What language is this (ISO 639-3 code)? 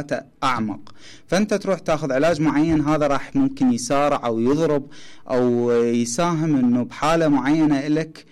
acm